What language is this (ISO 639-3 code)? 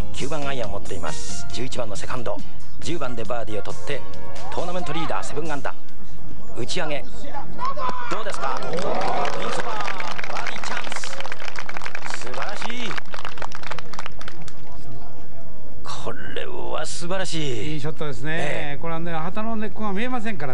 jpn